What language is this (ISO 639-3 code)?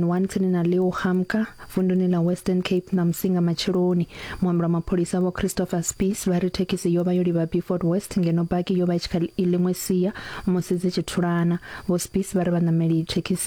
ven